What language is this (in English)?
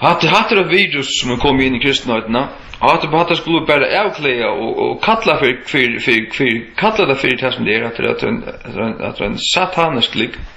Faroese